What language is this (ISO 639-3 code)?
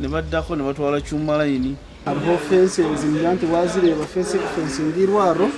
nyn